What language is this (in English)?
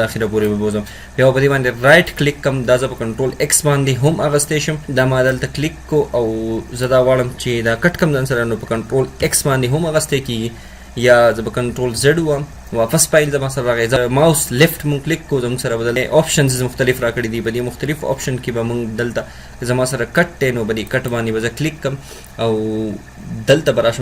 Pashto